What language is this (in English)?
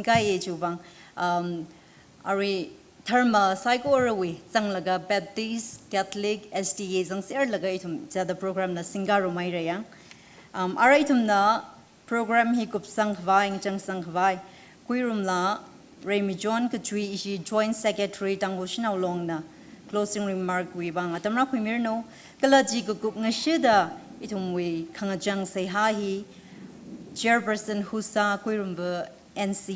Tangkhul Naga (India)